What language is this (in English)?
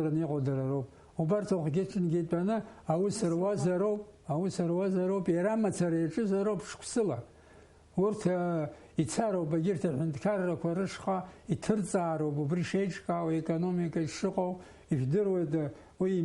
Abkhazian